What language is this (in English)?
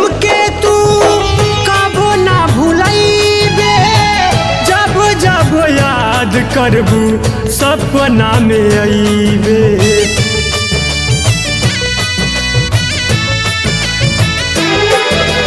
Bhojpuri